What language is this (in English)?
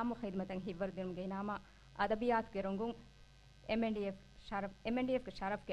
Divehi